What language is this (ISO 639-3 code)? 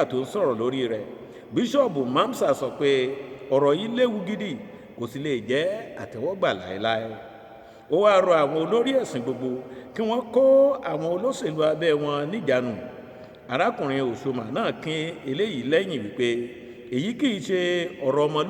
yor